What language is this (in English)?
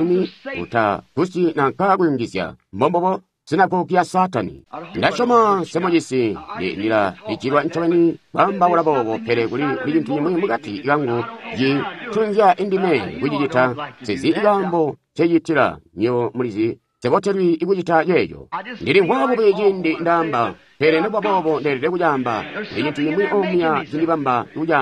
Tonga (Zambia)